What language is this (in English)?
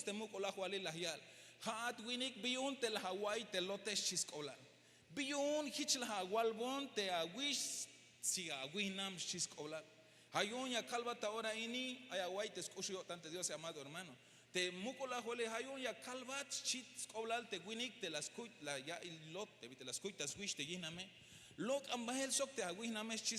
Tzeltal